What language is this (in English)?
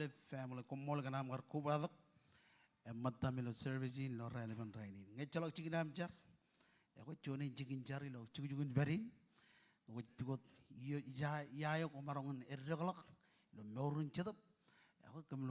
Marshallese